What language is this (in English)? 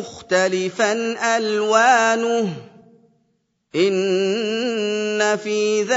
Arabic